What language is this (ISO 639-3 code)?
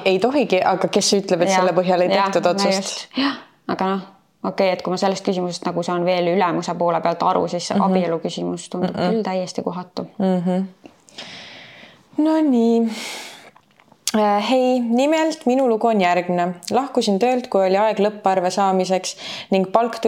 est